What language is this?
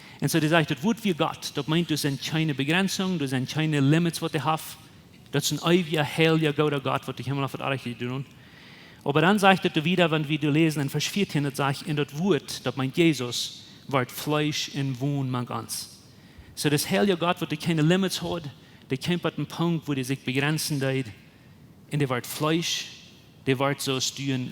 Plautdietsch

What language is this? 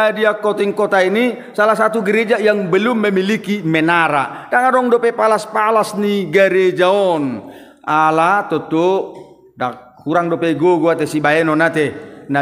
Batak Toba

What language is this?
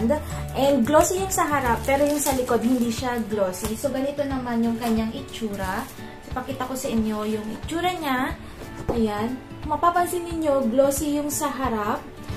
Filipino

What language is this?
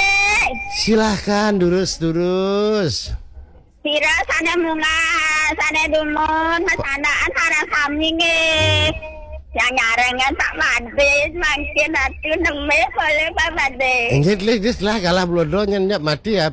Balinese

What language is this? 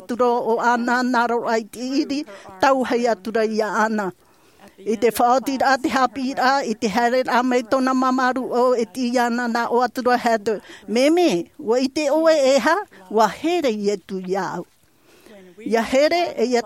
Tahitian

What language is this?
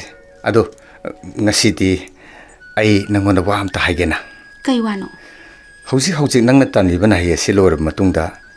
Manipuri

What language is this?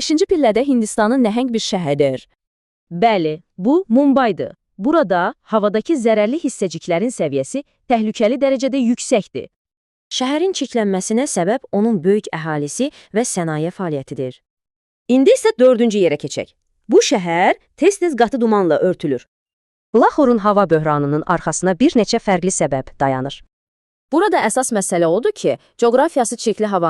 Azerbaijani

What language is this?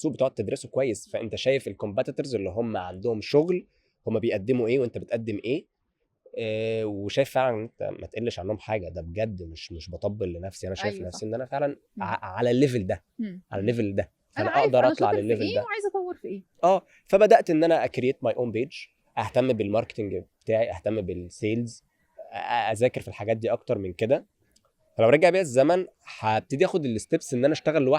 Egyptian Arabic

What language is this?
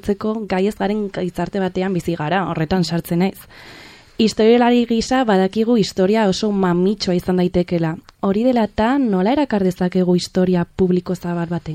Basque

